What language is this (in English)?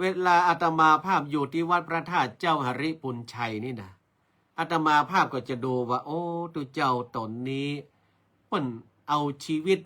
Northern Thai